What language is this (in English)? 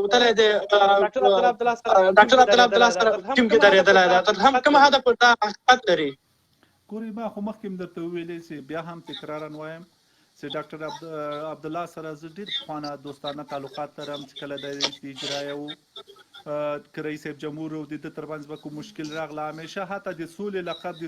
Pashto